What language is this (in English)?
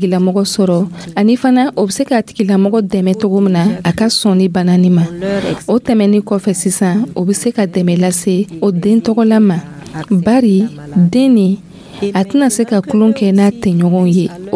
Dyula